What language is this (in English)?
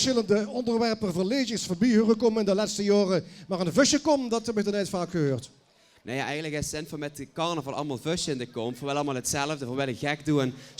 Limburgish